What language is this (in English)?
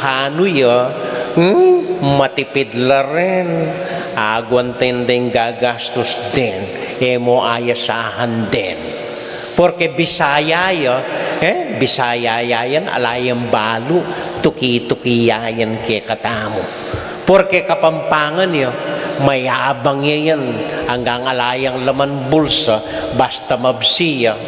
Pampanga